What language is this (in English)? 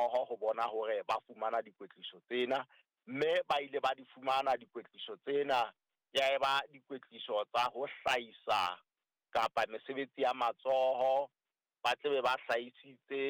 Southern Sotho